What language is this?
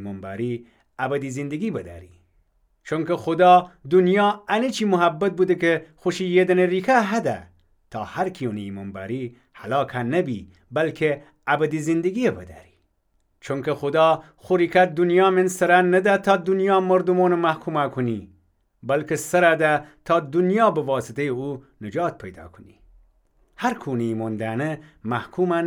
Gilaki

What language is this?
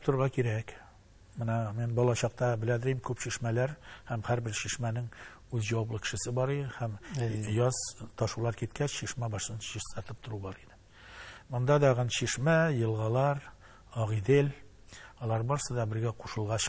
Tatar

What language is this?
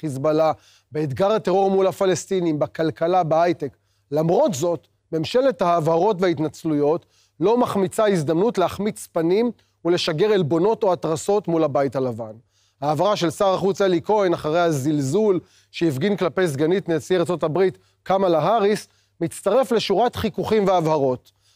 Hebrew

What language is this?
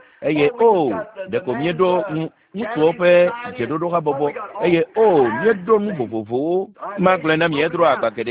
Ewe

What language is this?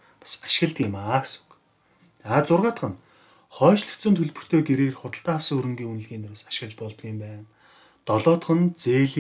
Mongolian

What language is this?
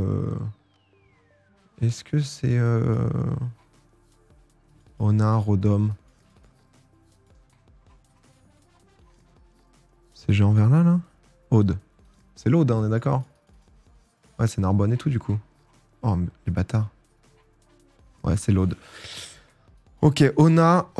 French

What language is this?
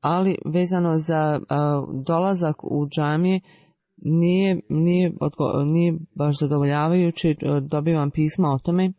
Bosnian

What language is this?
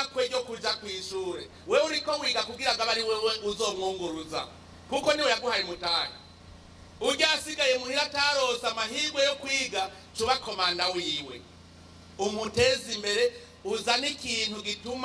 Rundi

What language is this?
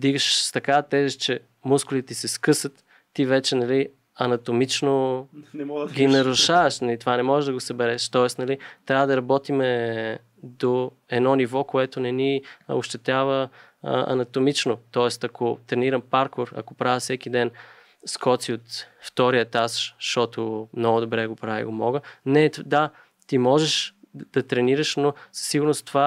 Bulgarian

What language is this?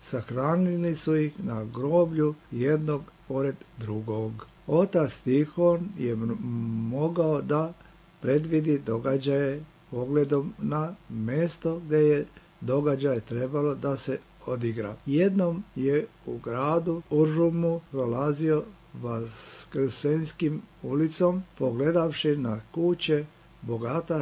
Serbian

